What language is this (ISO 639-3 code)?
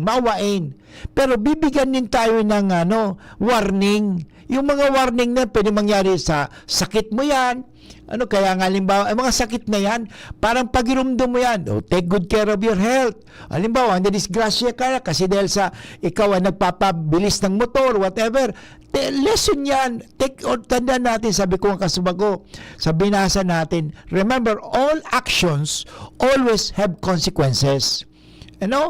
bik